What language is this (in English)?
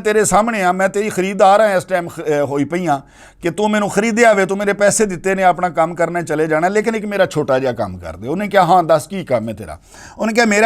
Western Panjabi